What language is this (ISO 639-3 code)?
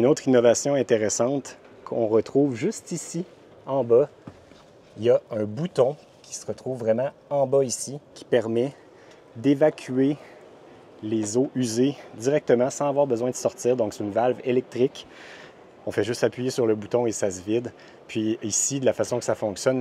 fra